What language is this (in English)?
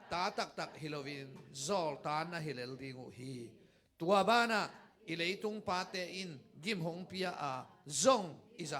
Tedim Chin